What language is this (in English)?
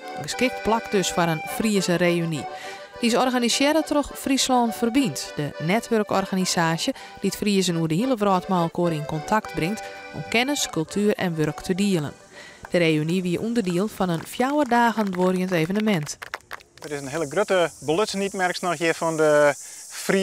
Western Frisian